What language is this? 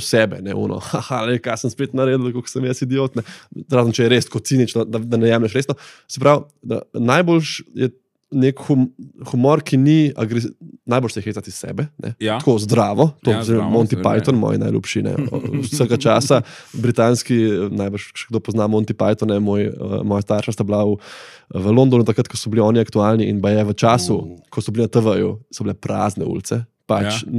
Slovenian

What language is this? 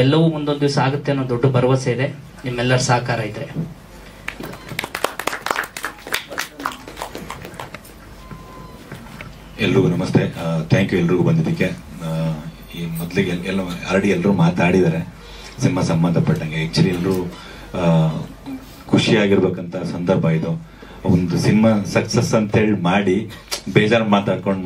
Kannada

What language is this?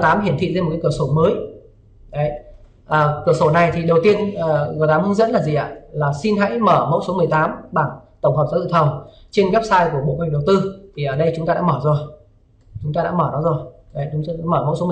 Vietnamese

